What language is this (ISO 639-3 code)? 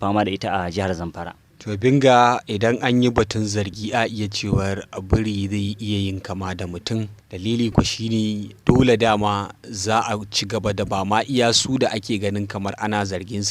hau